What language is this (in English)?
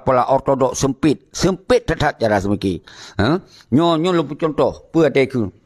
Achinese